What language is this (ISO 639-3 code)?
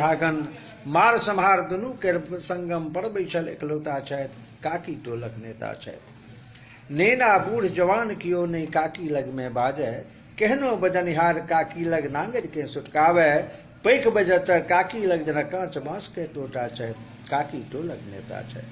mai